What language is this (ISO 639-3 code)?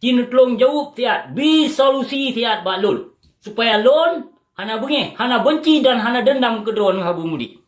ace